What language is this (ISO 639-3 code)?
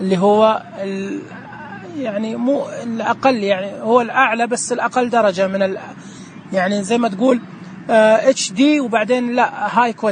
ars